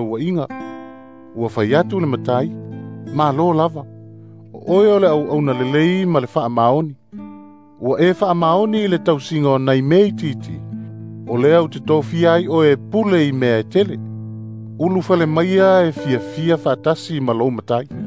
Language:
Samoan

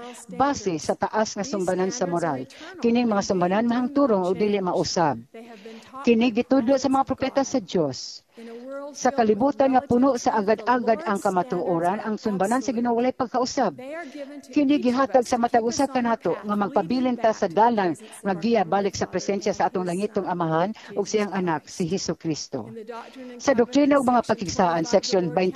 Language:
Cebuano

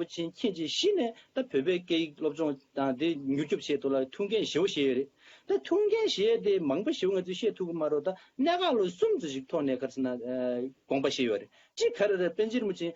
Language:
Tibetan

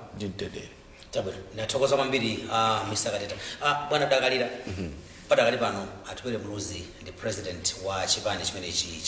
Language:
Nyanja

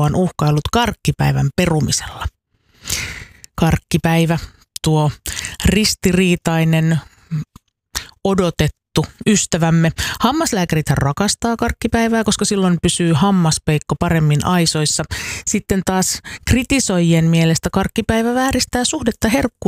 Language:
Finnish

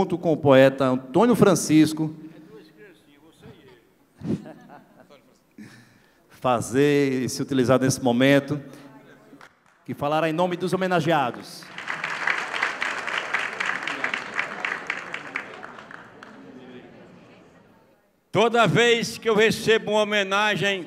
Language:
Portuguese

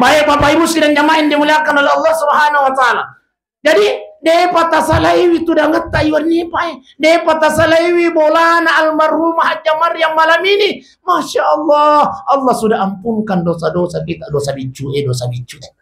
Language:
Buginese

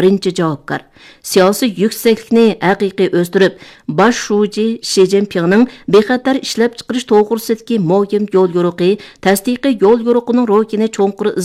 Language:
Uyghur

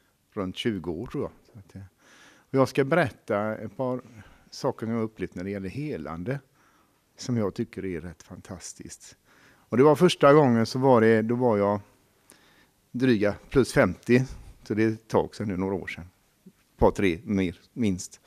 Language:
Swedish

